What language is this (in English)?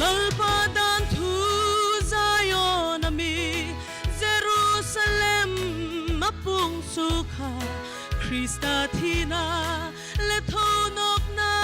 Hmar